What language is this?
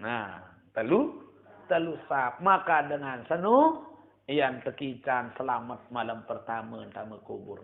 Sasak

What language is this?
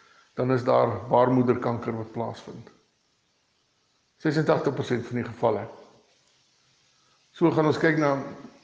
Afrikaans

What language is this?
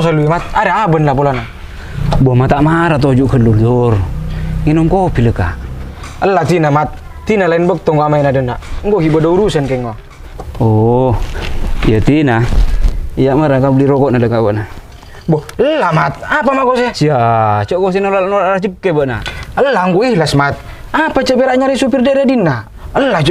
Madurese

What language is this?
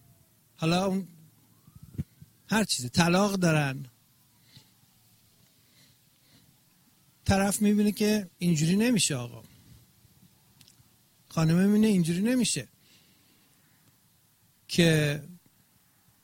Persian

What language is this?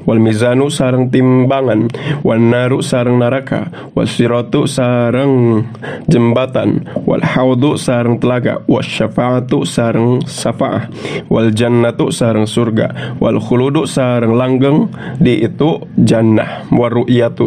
Sundanese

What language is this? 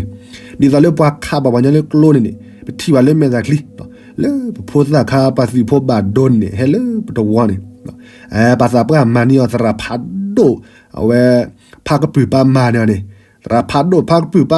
S'gaw Karen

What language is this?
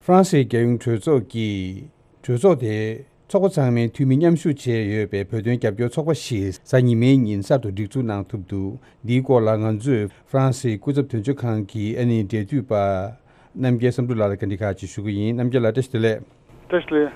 Tibetan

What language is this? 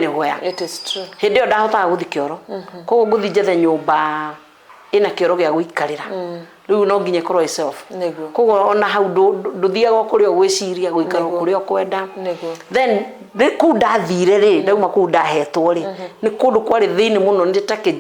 Kikuyu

